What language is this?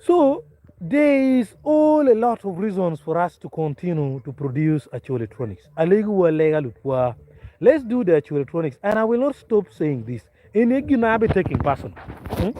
Acoli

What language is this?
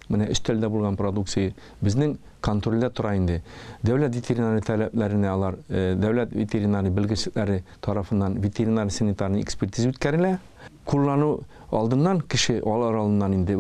Tatar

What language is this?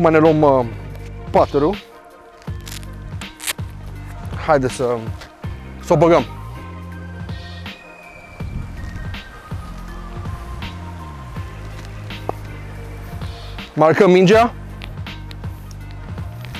Romanian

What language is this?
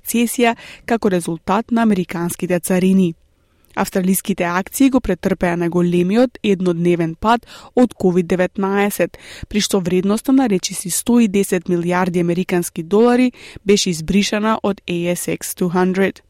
Macedonian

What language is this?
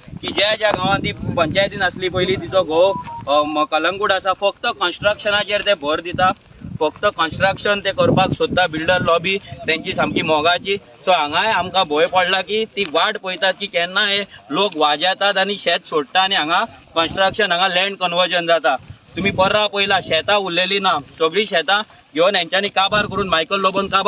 Konkani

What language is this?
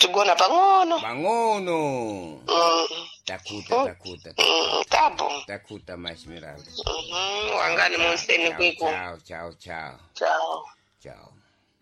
Sena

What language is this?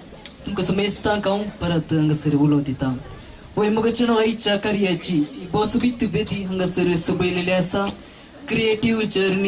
Konkani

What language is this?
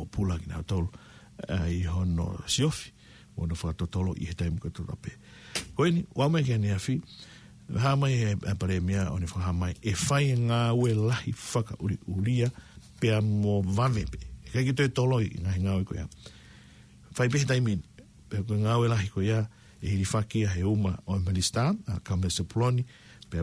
Tongan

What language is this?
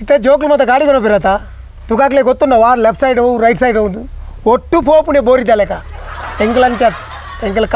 Tulu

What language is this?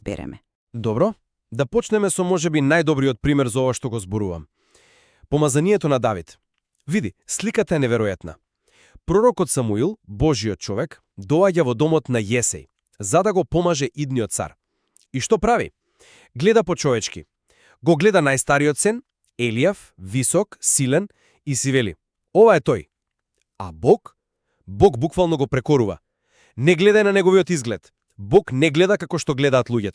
Macedonian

